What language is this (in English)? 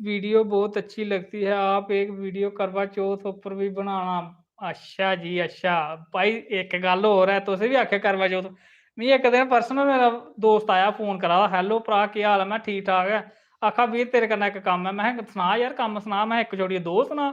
Dogri